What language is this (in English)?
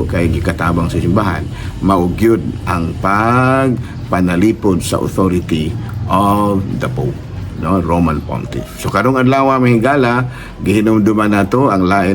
Cebuano